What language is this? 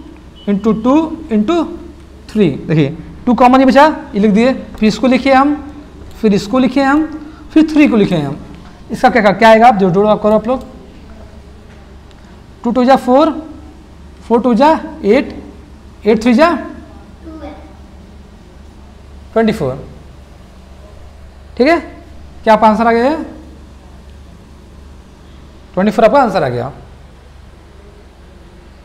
Hindi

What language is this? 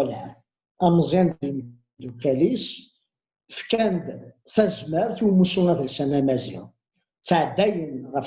Kabyle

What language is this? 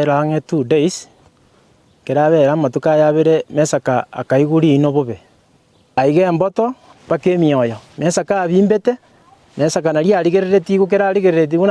Gusii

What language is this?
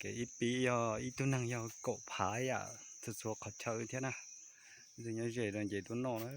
Hmong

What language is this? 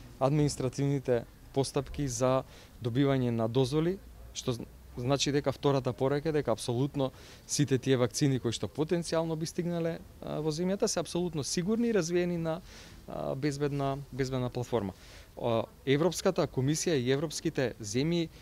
Macedonian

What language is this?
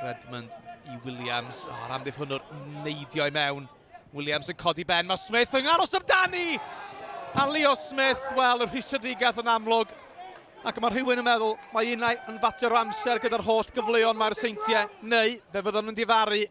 Welsh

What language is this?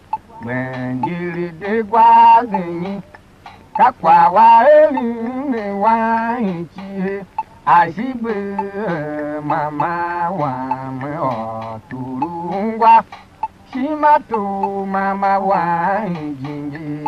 Tiv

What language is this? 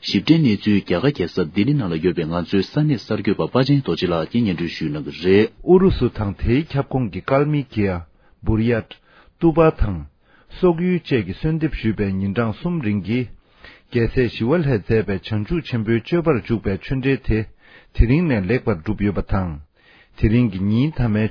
Tibetan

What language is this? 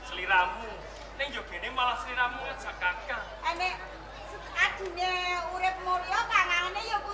Javanese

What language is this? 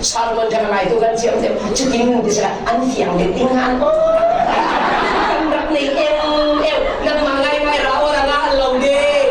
Falam Chin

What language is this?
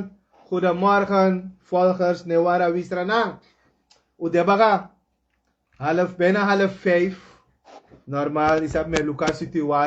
Sranan Tongo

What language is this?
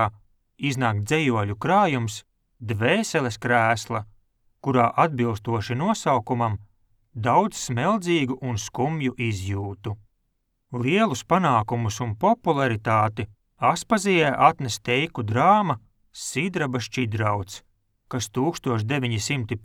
Latvian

